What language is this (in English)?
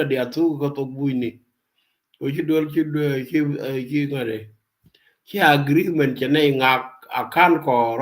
Nuer